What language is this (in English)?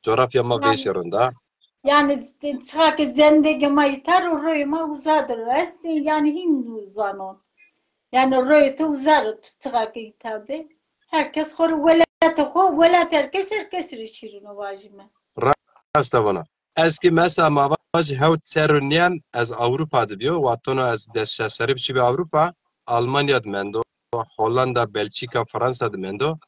Zaza